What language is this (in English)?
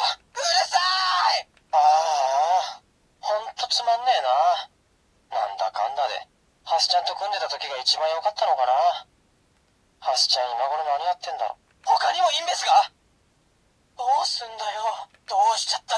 Japanese